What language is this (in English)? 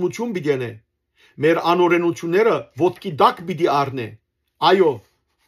Western Armenian